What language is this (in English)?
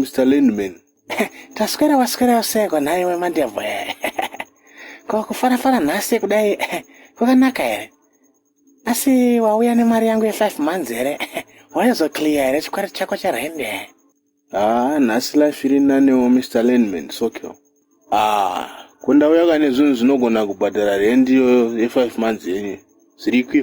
Shona